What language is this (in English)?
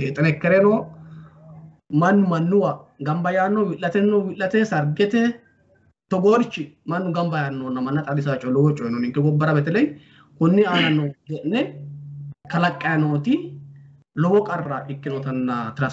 Sidamo